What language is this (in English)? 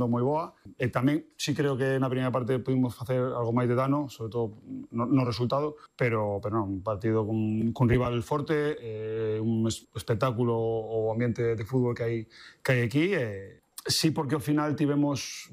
Galician